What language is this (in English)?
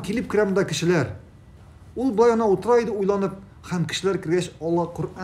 Tatar